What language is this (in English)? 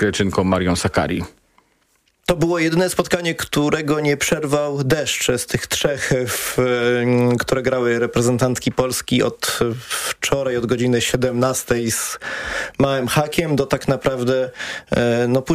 Polish